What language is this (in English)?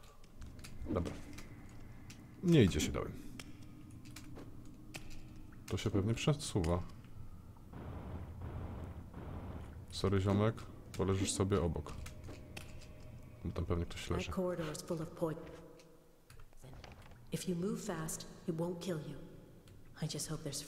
Polish